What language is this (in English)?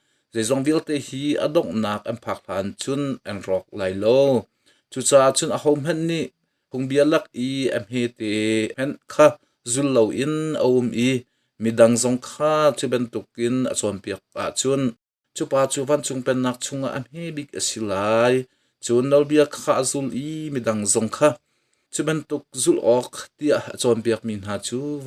Hakha Chin